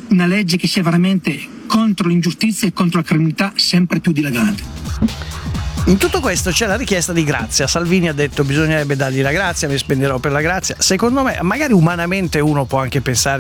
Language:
Italian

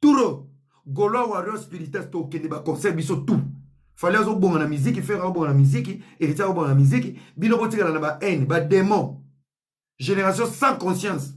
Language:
Lingala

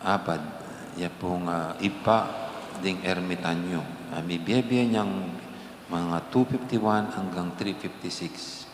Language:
Pampanga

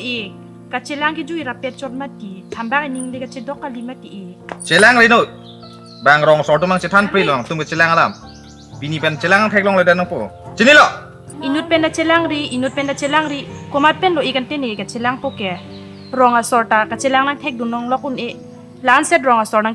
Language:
Karbi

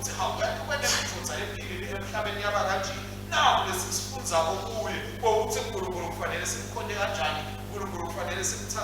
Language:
Swati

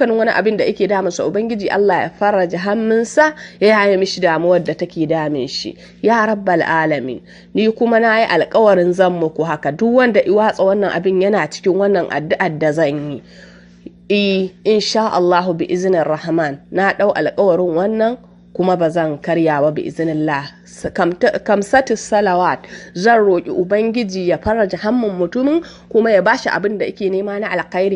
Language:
Hausa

